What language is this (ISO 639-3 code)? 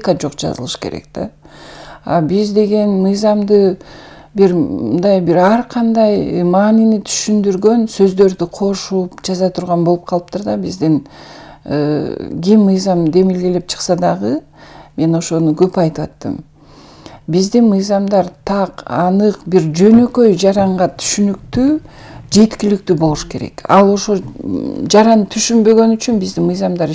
kir